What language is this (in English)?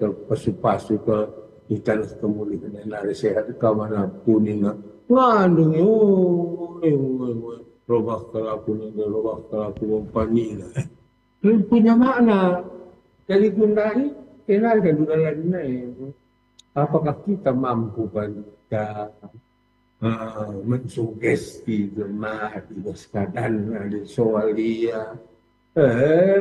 Batak Karo